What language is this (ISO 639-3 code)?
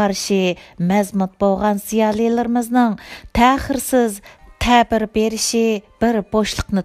uig